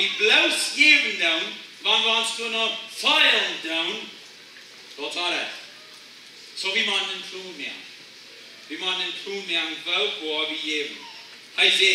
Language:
Plautdietsch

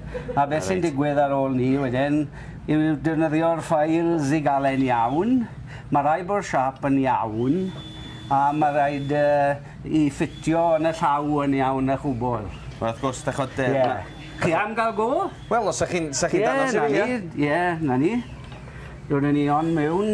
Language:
Welsh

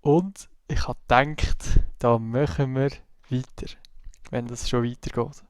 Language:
Swiss German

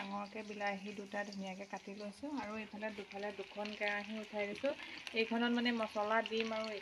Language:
Assamese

